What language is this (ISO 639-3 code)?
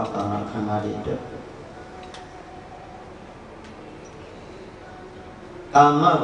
mya